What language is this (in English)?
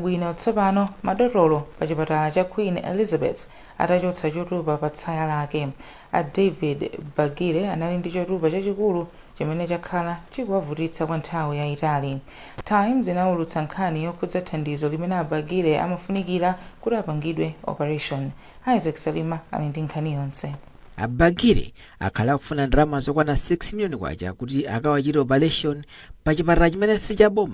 Nyanja